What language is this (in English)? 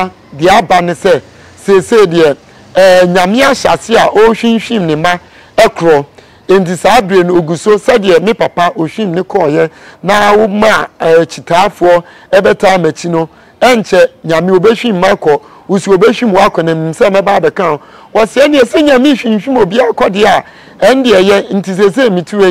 Akan